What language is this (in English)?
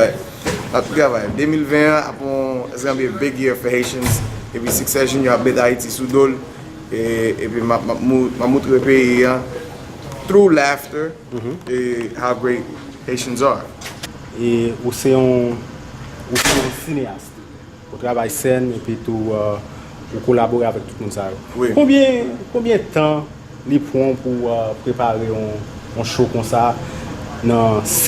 Haitian Creole